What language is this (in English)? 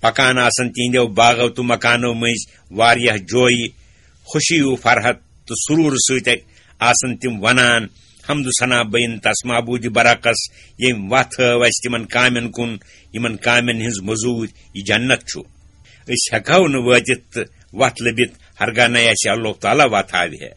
Kashmiri